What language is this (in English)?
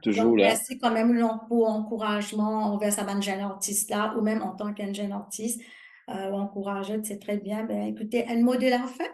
Morisyen